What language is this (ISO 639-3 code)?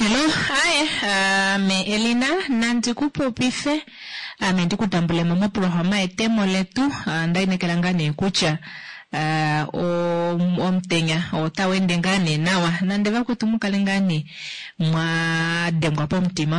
kua